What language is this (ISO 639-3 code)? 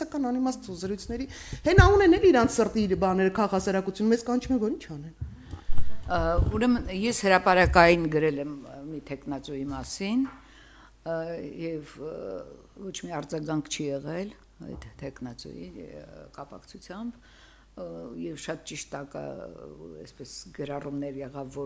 hye